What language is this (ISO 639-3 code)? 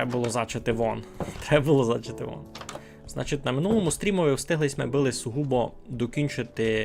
rue